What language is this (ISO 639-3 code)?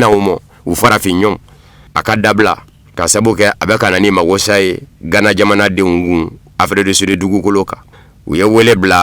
bam